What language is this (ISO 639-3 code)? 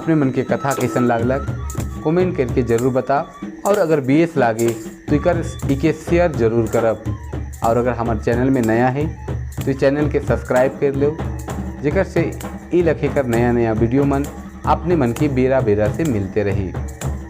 sck